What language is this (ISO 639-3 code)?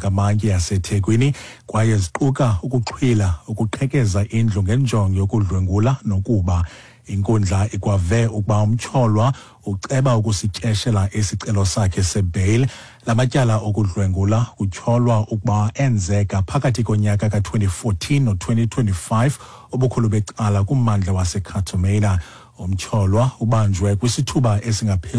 xho